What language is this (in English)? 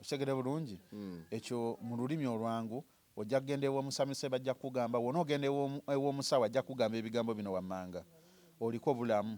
Ganda